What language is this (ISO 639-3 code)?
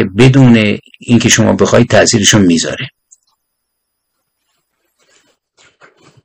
fas